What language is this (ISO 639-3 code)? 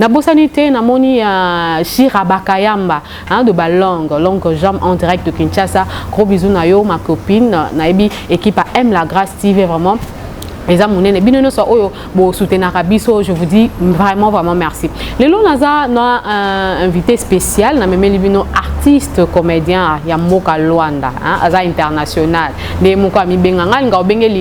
lin